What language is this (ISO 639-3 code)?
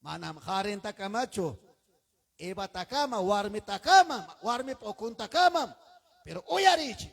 quy